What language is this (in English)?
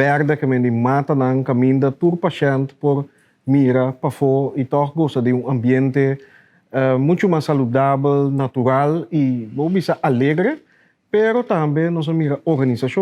Papiamento